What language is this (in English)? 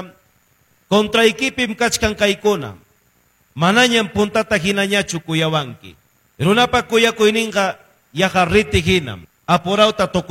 Ayacucho Quechua